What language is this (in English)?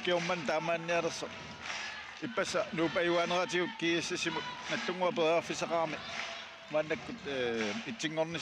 Kalaallisut